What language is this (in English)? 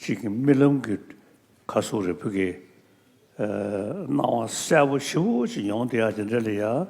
Tibetan